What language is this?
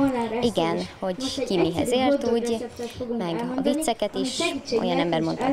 Hungarian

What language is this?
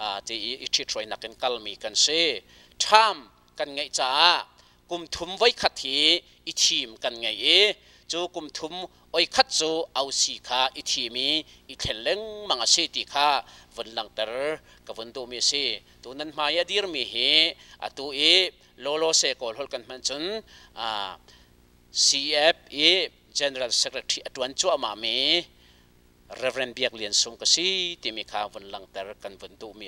Hakha Chin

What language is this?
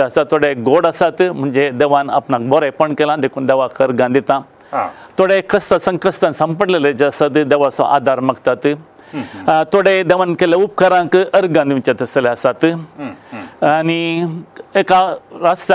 Konkani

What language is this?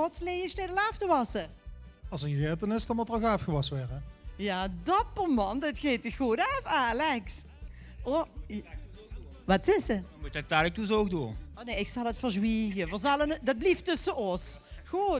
Limburgish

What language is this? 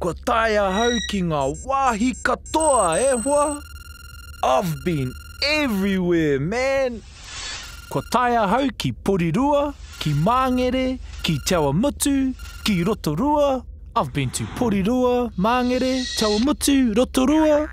Māori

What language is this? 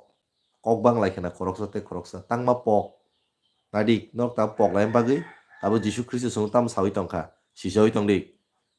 Kok Borok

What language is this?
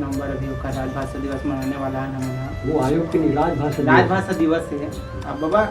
Chhattisgarhi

